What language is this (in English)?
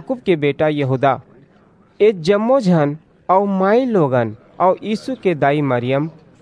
Chhattisgarhi